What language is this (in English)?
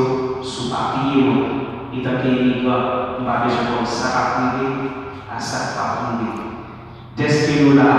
Haitian Creole